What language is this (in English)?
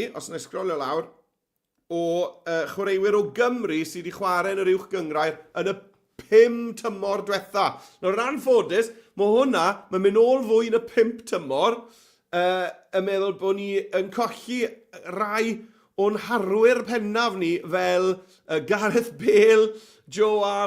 Welsh